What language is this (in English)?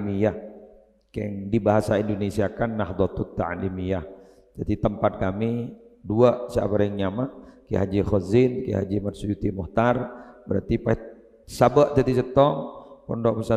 Madurese